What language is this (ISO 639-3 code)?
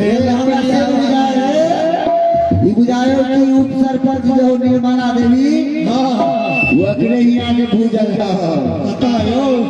mai